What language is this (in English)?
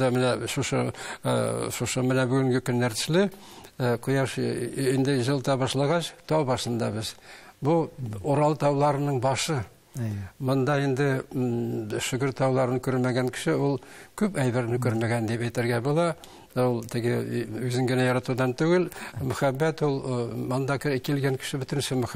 Tatar